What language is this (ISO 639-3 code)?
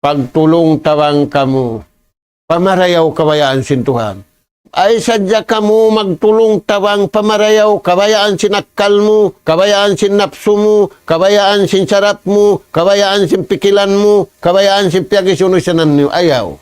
tsg